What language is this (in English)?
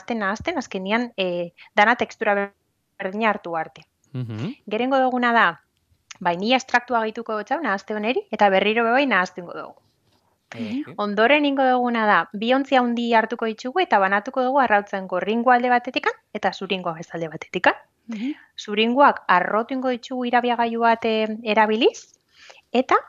Basque